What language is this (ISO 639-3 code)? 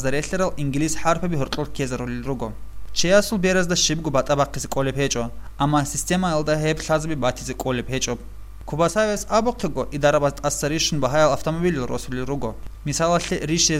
ava